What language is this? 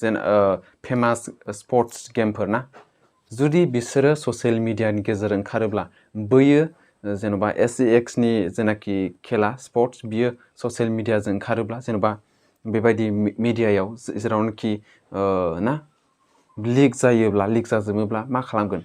Bodo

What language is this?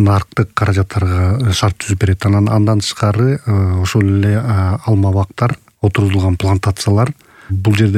Kyrgyz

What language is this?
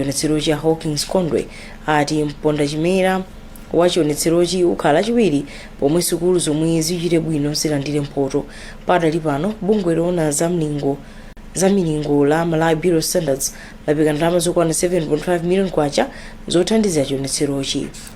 Nyanja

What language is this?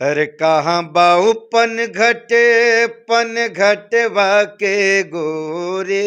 Bhojpuri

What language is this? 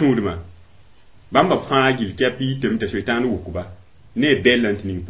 Mossi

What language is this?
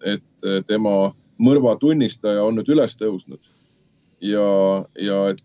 Estonian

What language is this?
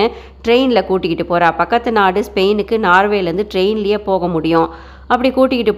Tamil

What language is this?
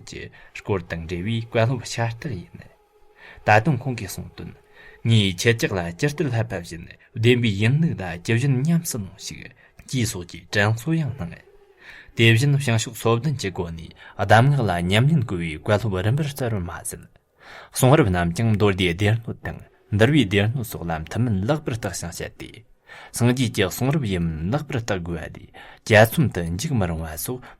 Tibetan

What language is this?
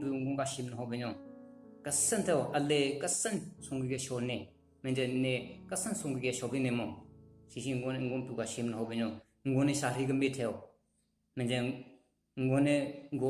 Southern Rengma Naga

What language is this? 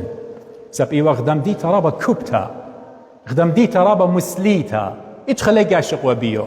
Assyrian Neo-Aramaic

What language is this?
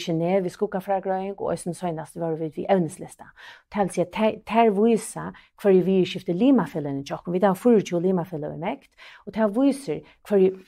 Faroese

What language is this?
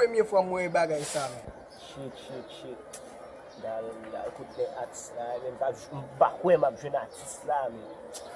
Haitian Creole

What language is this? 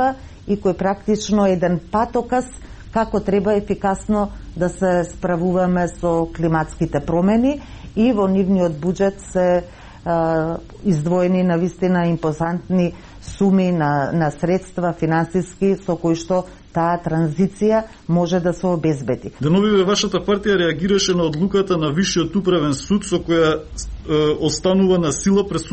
Macedonian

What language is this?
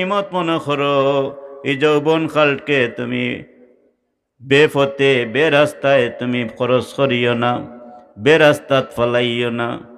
Sylheti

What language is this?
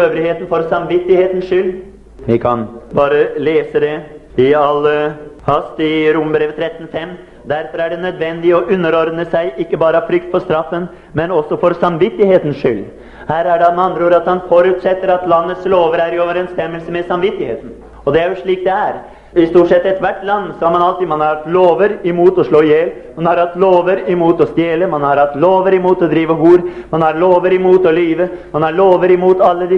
Norwegian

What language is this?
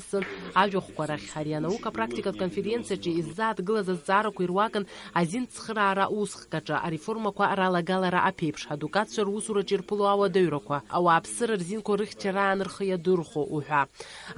Abkhazian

